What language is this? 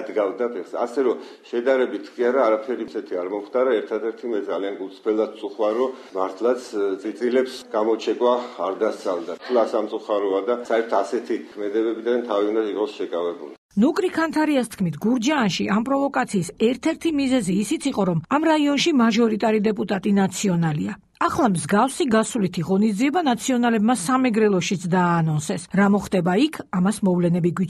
Georgian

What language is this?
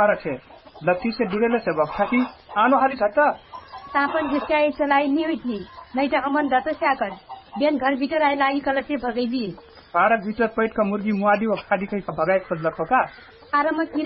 Dangaura Tharu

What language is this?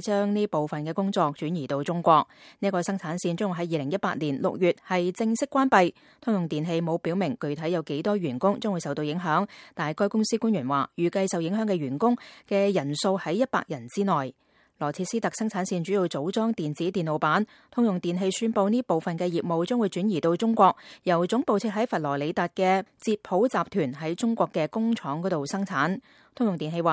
Cantonese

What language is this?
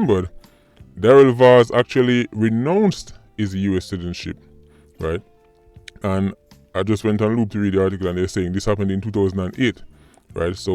Jamaican Creole English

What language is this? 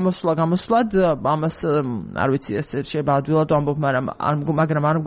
Georgian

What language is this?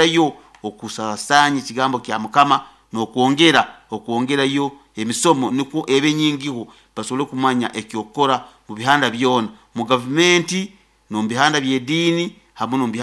Nyoro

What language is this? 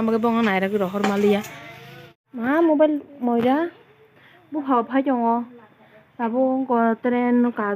Kok Borok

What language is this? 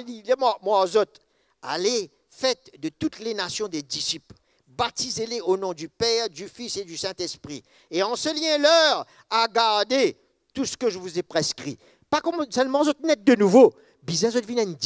Morisyen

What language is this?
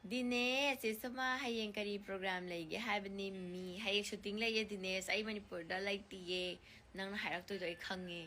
Manipuri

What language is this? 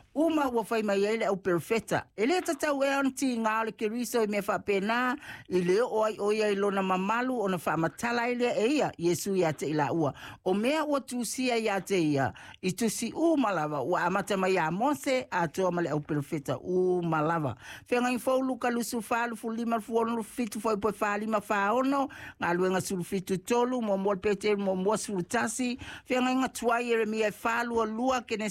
Samoan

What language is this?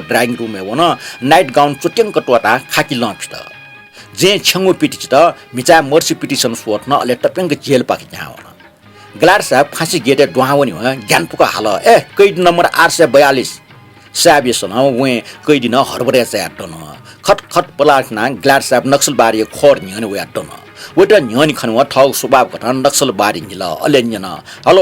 Newari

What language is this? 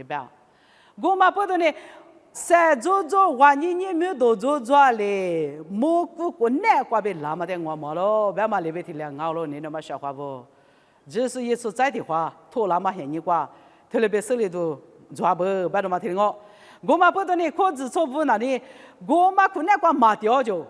Lisu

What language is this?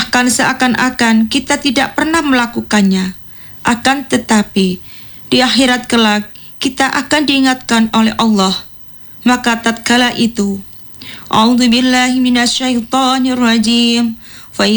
Indonesian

